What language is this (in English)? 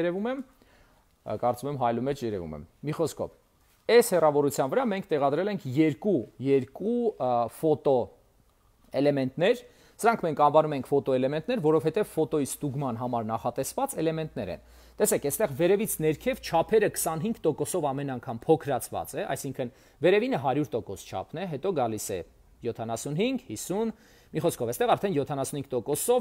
Armenian